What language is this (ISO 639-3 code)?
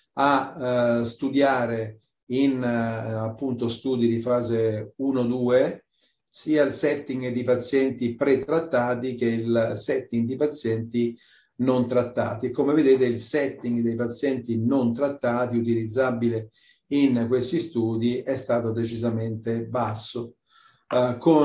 ita